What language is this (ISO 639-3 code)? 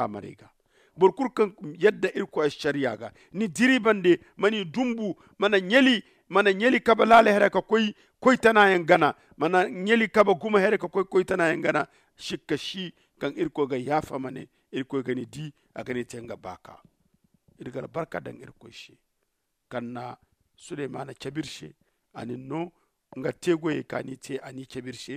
dje